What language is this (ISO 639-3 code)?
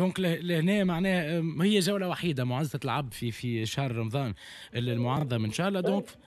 aeb